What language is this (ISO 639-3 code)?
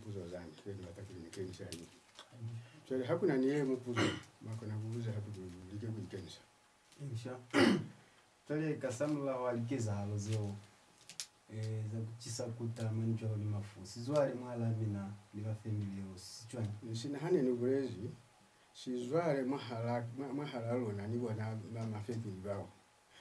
loz